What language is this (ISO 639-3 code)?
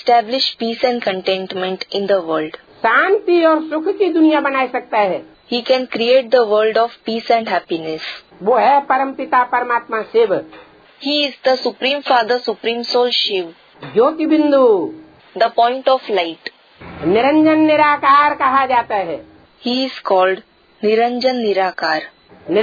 hin